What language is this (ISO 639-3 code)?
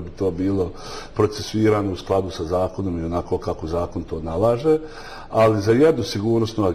bos